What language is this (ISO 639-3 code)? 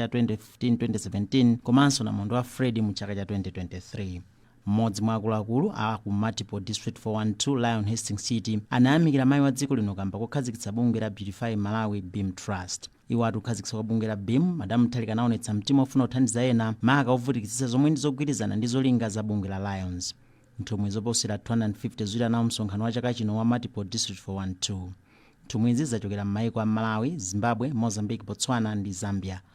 nya